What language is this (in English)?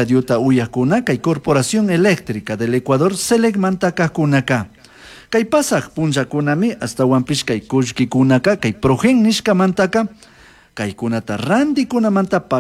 Chimborazo Highland Quichua